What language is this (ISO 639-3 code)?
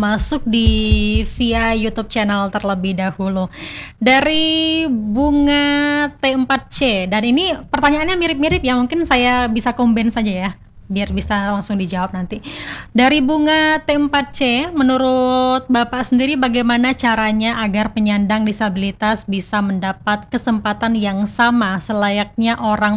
ind